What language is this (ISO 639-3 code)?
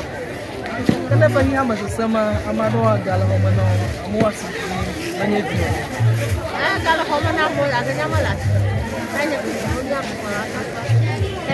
ewe